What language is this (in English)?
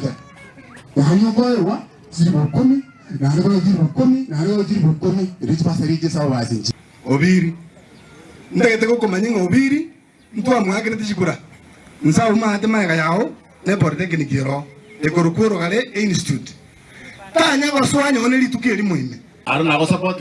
Gusii